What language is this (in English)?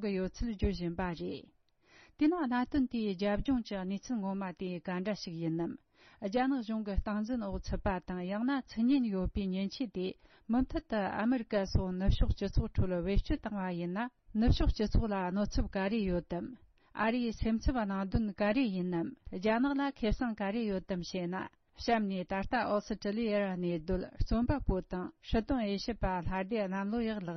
Tibetan